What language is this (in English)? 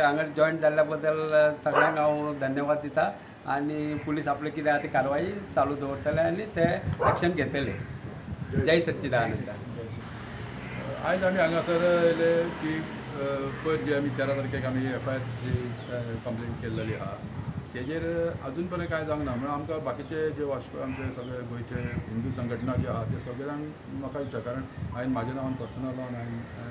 Konkani